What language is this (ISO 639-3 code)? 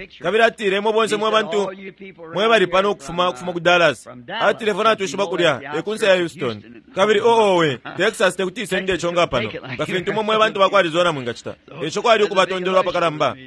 bem